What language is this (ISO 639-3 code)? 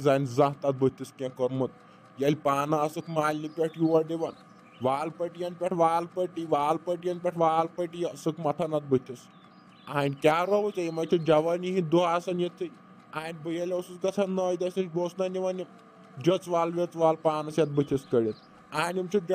kas